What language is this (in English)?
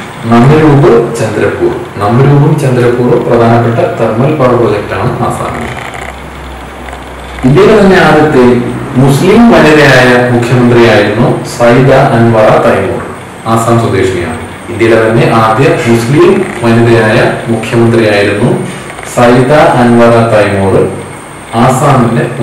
Malayalam